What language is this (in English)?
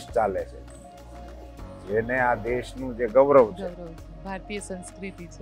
Gujarati